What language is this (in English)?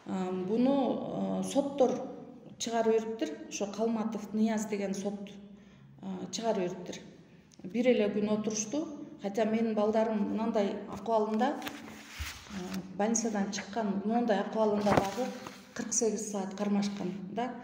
Kyrgyz